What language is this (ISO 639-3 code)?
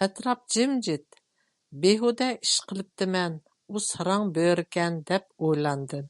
uig